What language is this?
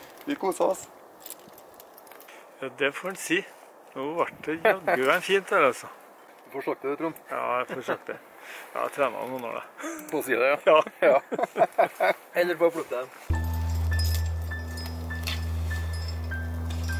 Norwegian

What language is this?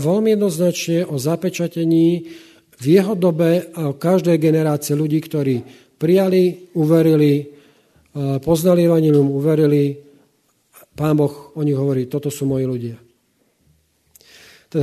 Slovak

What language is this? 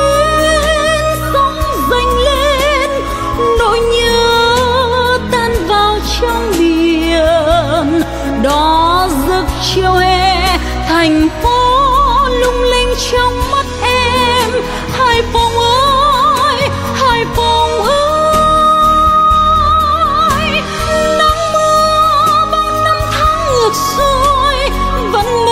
Vietnamese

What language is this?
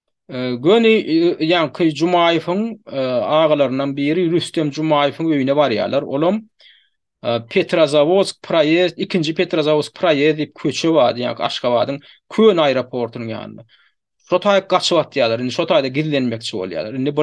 Turkmen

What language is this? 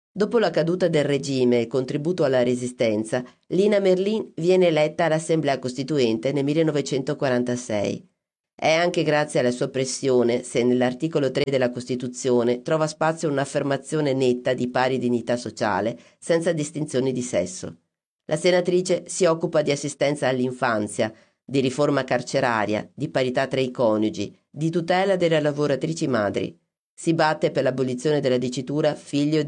Italian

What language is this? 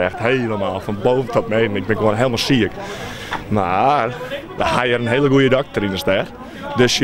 Western Frisian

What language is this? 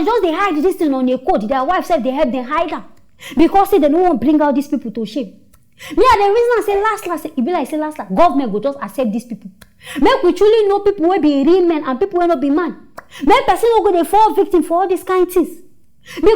Nigerian Pidgin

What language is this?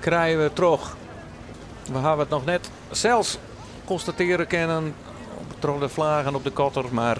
Western Frisian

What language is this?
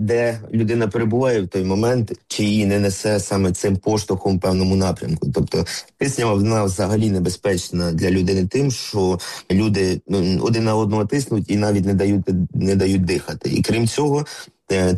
Ukrainian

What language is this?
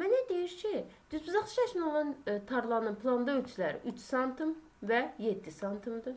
Azerbaijani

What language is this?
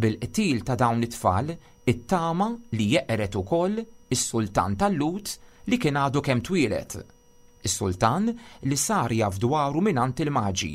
Maltese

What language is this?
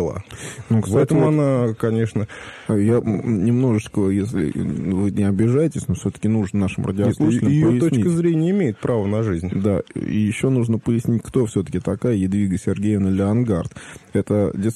Russian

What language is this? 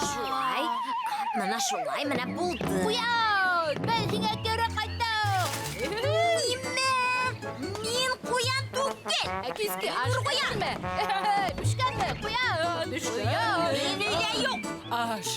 Bashkir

